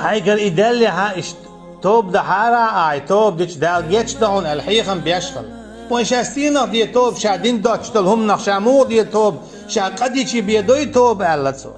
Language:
Chechen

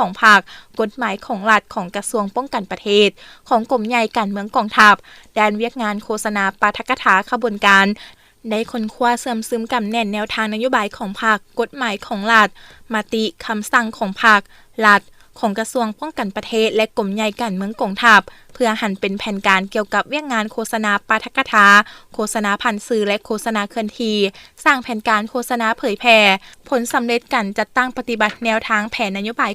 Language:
Lao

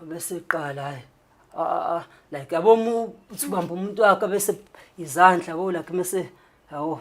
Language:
Zulu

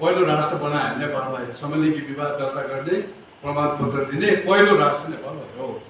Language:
Nepali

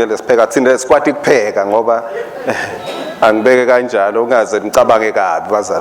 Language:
Swati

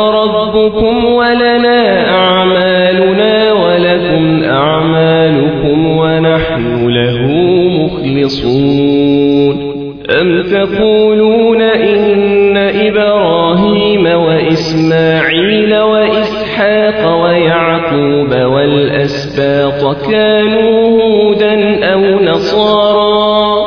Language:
Arabic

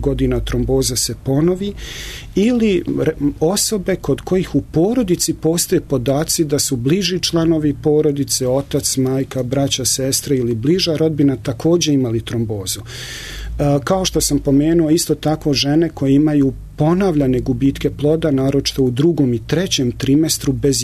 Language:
Serbian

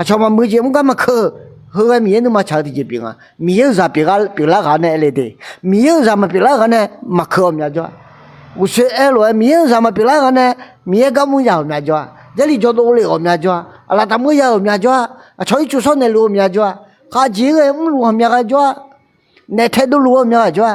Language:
Akha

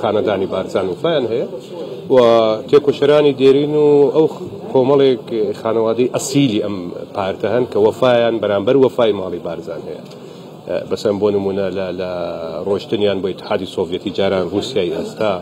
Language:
Central Kurdish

